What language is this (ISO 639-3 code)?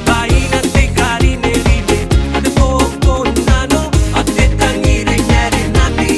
gil